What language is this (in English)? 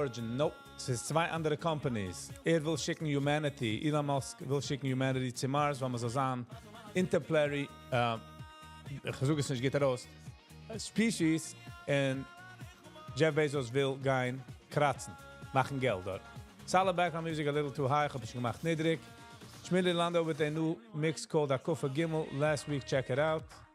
Yiddish